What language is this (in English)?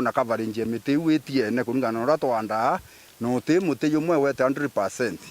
Meru